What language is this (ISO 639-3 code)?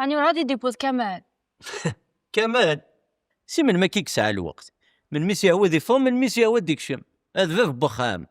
kab